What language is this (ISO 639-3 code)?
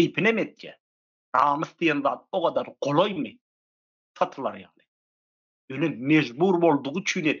tuk